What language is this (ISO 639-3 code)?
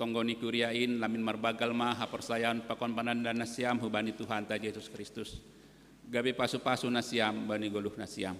bts